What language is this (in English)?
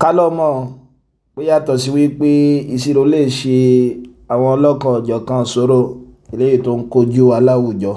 Yoruba